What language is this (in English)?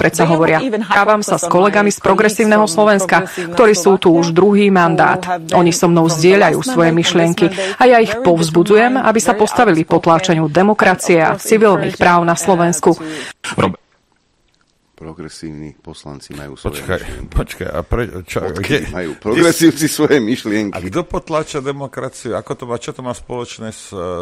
Slovak